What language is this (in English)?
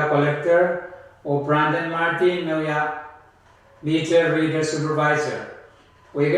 Pohnpeian